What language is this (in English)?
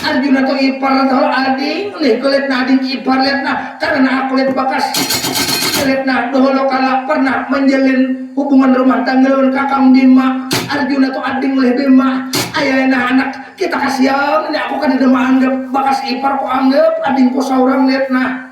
Banjar